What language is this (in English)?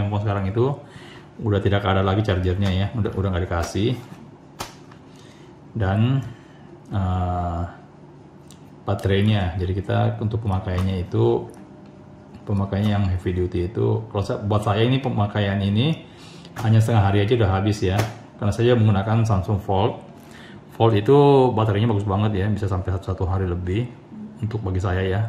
Indonesian